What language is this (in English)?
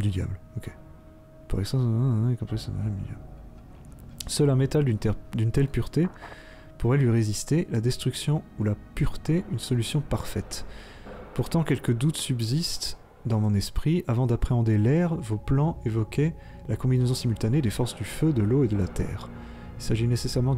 French